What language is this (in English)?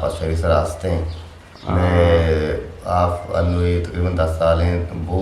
Eastern Balochi